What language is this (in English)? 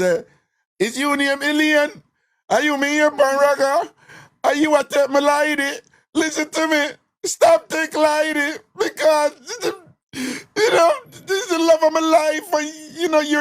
Jamaican Creole English